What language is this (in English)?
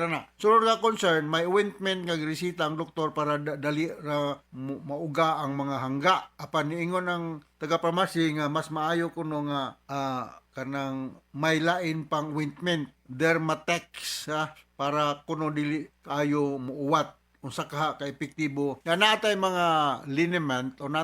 Cebuano